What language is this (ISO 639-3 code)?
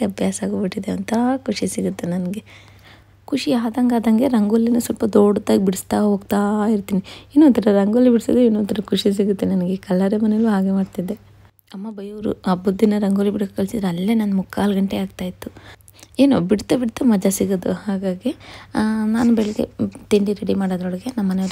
kan